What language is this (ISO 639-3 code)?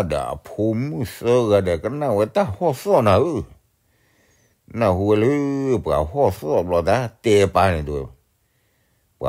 ksw